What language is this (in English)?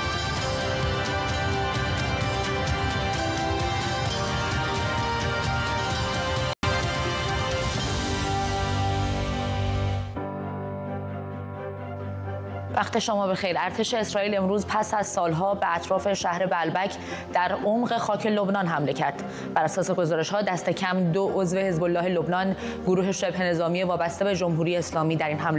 Persian